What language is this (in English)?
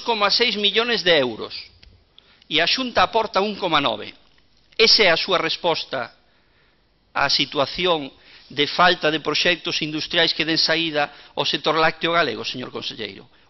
Galician